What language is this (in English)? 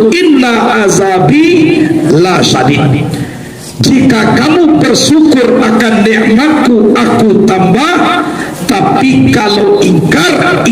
Minangkabau